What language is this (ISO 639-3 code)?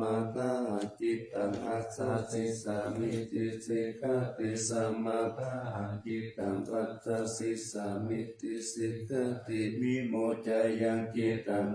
pli